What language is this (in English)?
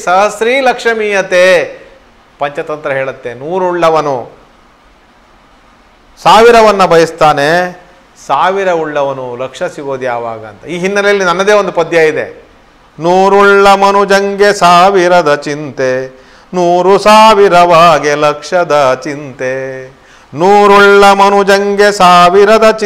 Kannada